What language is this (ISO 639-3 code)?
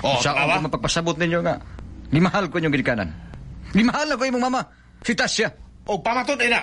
ceb